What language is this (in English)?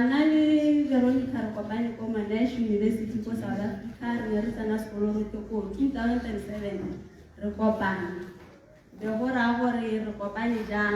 Tswana